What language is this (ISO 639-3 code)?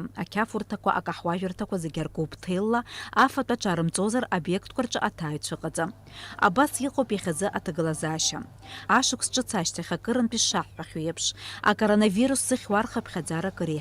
abk